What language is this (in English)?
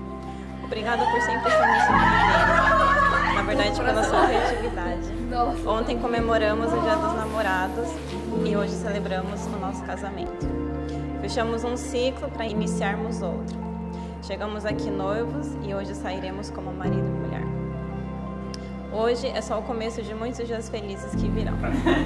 Portuguese